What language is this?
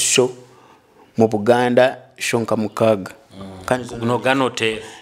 Nyoro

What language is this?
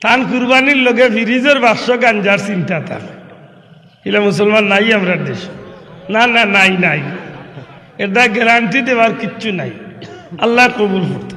Sylheti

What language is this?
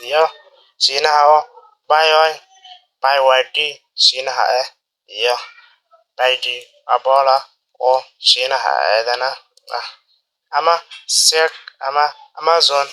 Somali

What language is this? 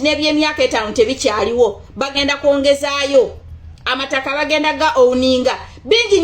Ganda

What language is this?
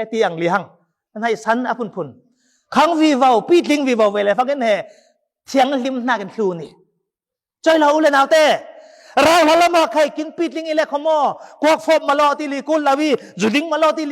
Falam Chin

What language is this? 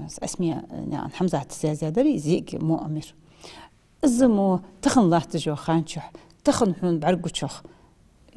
Ingush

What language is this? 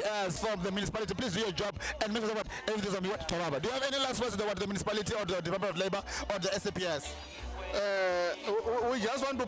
Venda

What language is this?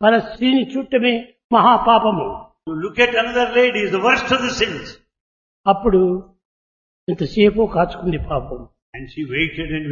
Telugu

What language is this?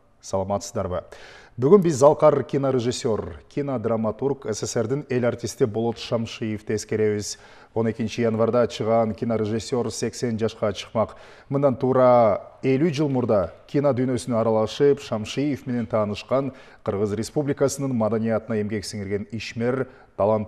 Kyrgyz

